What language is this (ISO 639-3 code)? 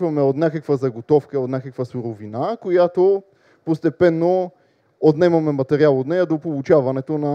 bul